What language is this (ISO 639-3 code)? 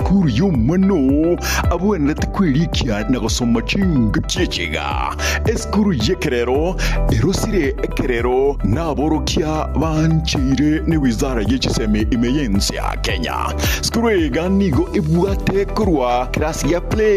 guz